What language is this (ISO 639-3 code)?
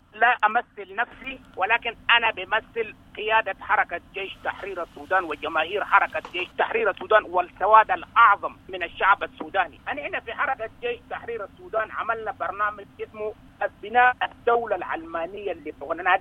apd